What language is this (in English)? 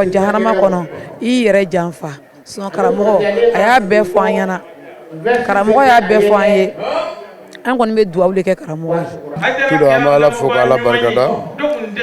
Bambara